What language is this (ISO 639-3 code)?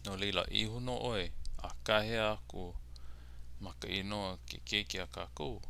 haw